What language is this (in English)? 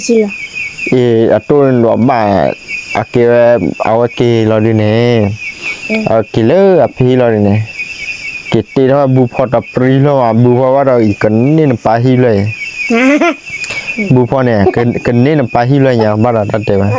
S'gaw Karen